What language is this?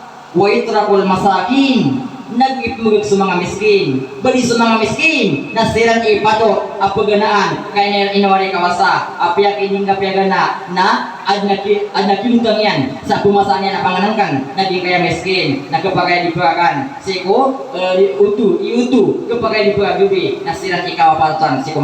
Maranao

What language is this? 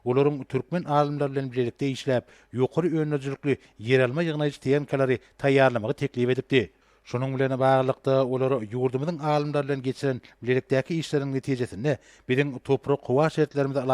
Turkmen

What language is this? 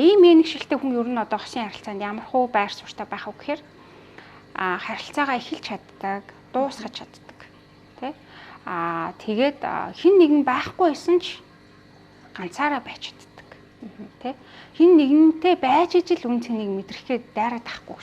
Mongolian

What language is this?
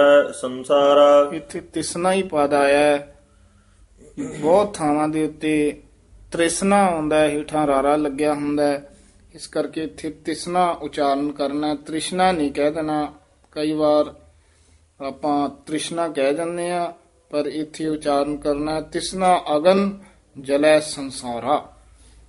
Punjabi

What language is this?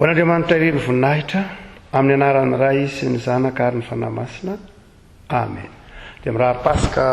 Malagasy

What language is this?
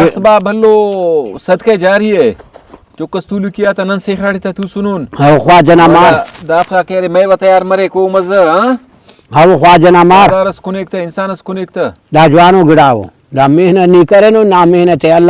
Brahui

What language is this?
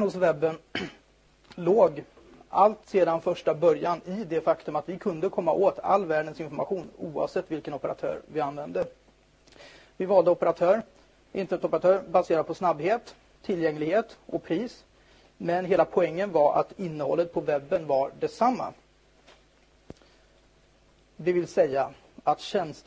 Swedish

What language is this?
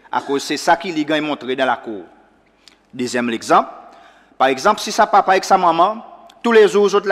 Seselwa Creole French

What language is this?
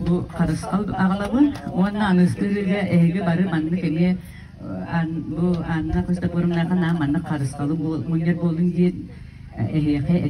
Yakut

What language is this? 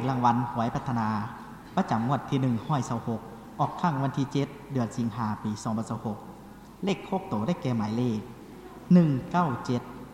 Lao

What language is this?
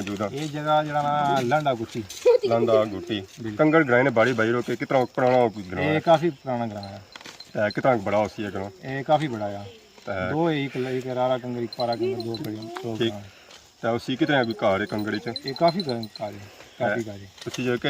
Pahari-Potwari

